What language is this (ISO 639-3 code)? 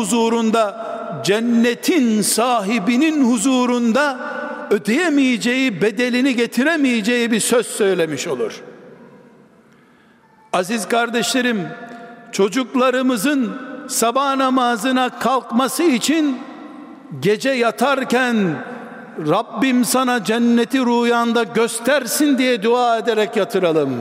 tur